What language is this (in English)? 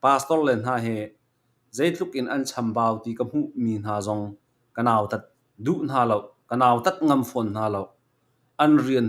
Hakha Chin